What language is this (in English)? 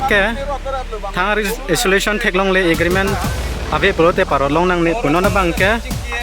Karbi